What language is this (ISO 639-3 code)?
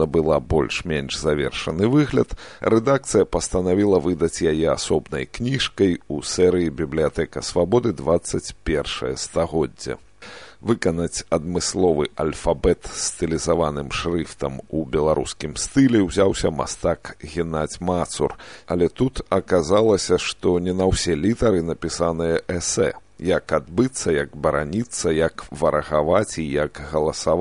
bel